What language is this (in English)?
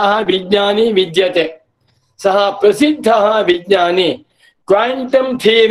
Sanskrit